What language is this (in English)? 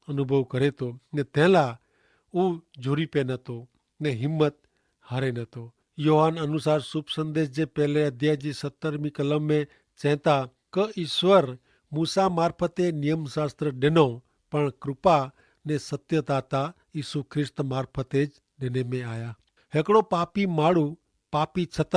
Kachhi